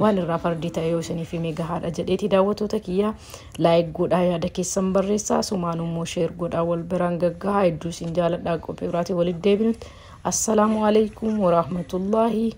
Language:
Oromo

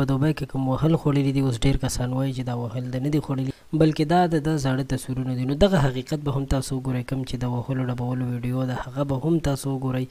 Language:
Pashto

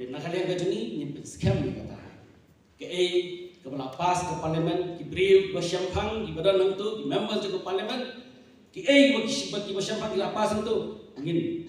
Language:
Khasi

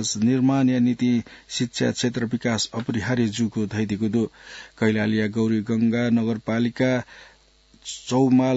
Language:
Newari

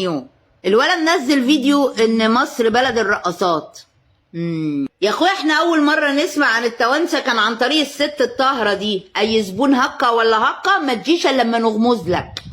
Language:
Egyptian Arabic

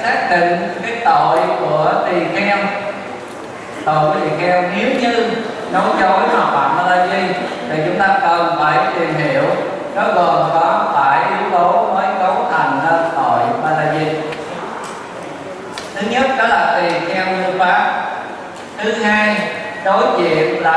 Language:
Vietnamese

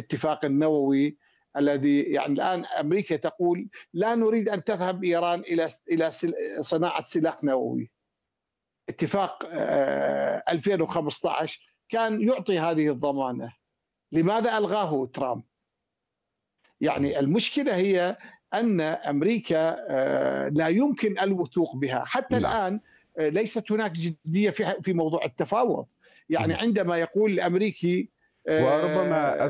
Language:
Arabic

